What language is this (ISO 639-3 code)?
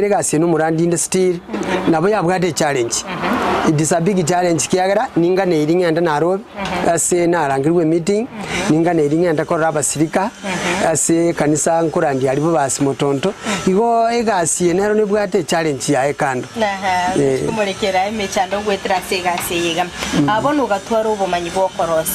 guz